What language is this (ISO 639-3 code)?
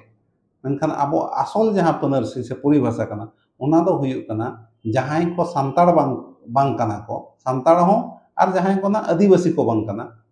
sat